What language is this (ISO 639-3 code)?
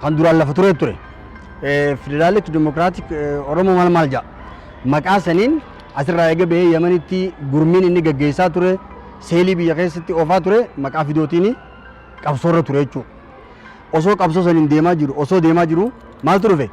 orm